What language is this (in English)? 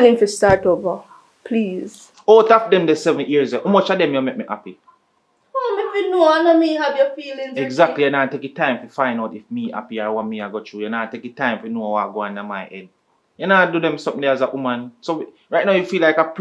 Jamaican Creole English